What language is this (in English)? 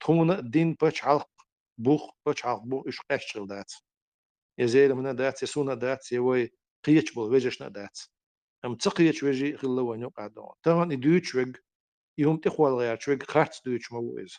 Chechen